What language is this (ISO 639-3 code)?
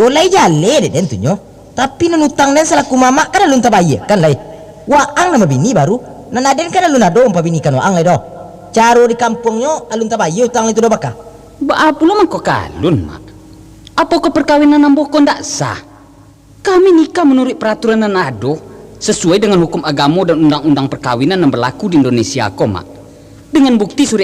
min